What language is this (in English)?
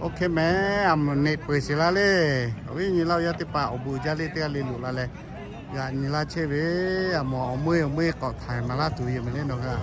Lahu